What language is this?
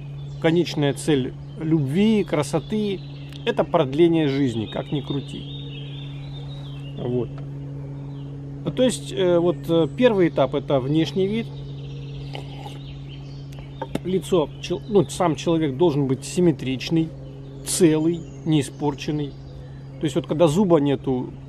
Russian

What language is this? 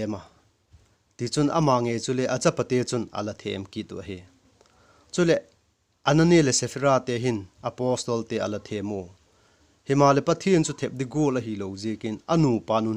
Vaiphei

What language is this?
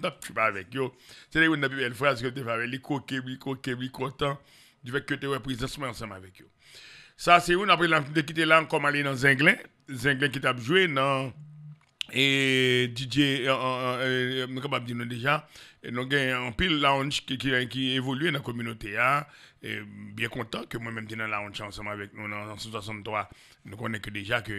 Haitian Creole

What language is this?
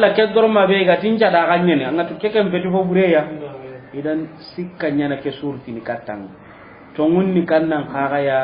Soninke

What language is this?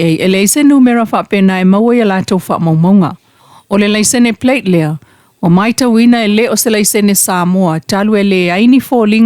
Samoan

